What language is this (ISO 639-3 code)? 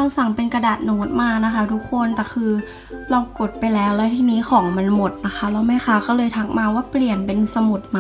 tha